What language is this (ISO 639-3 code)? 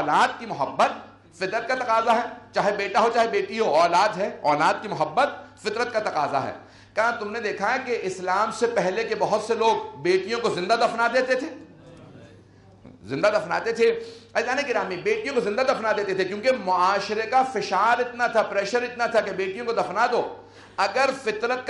urd